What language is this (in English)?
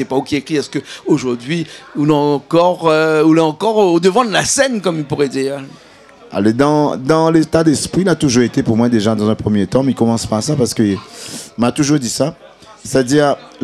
Réunion Creole French